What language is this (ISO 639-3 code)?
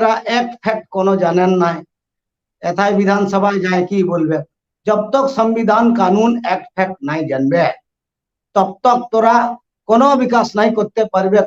sat